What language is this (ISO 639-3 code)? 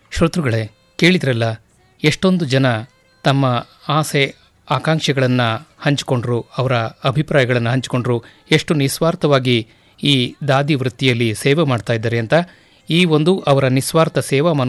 kan